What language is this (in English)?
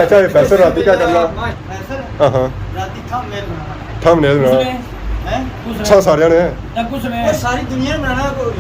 Pahari-Potwari